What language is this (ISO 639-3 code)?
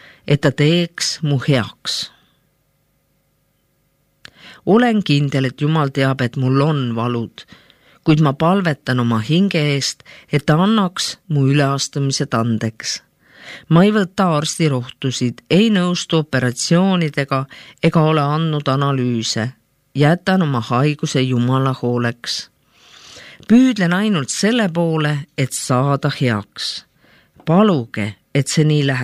est